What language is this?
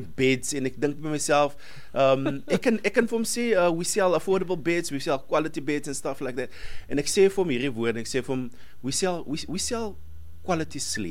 Afrikaans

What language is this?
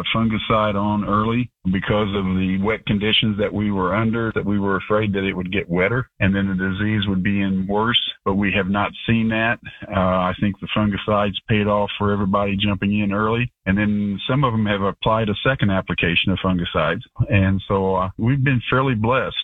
English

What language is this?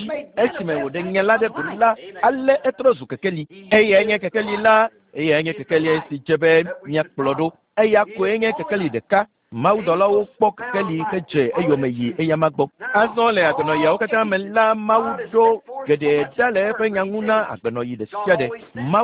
Ewe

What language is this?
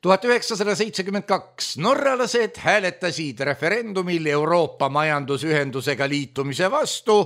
Estonian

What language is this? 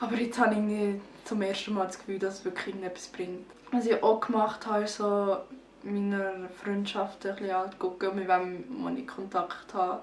Swiss German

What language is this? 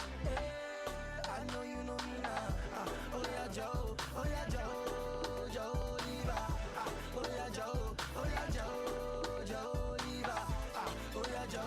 Nigerian Pidgin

